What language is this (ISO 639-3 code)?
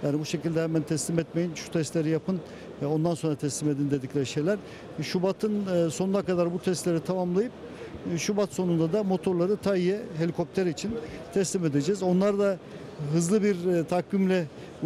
tur